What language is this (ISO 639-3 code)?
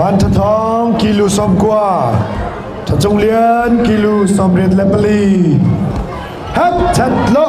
cnh